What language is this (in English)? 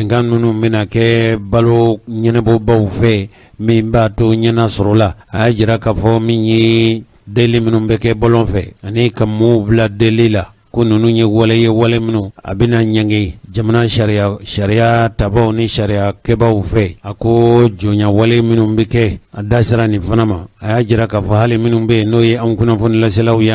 Bambara